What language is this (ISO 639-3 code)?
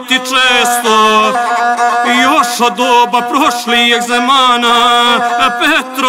srp